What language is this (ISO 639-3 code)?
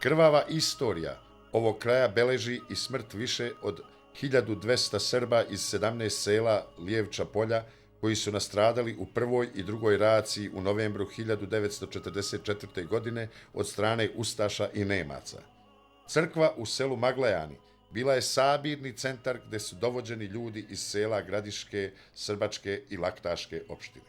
bos